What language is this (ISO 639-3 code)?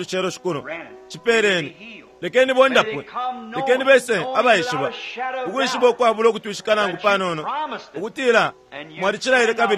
bem